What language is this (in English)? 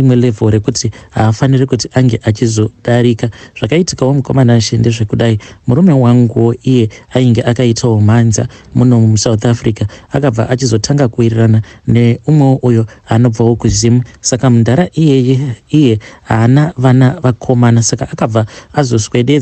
Shona